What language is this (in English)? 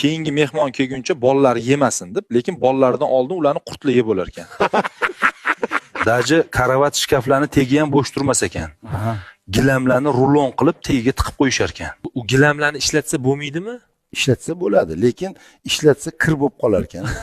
Uzbek